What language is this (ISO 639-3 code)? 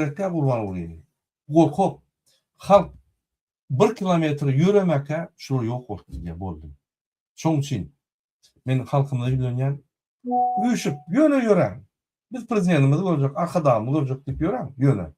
tuk